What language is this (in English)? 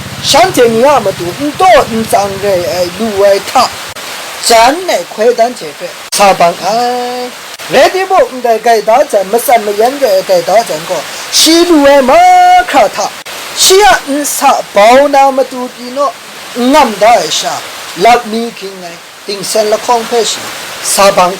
Kachin